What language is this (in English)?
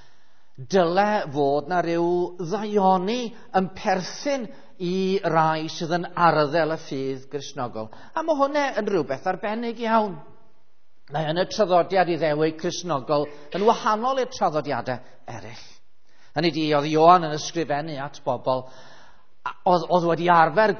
Welsh